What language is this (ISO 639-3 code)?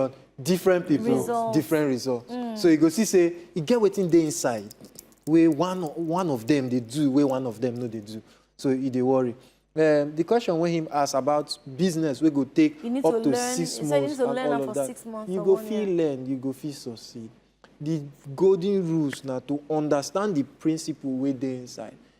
pcm